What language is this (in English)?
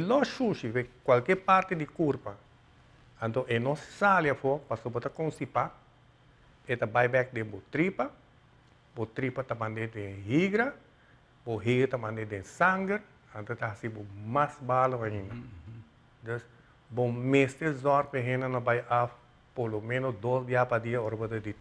Papiamento